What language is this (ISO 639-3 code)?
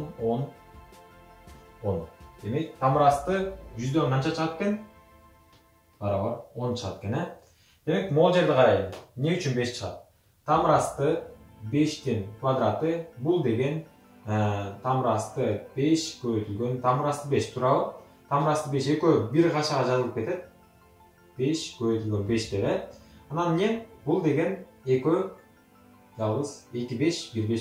kir